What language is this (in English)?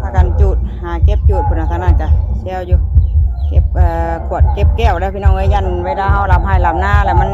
Northeastern Thai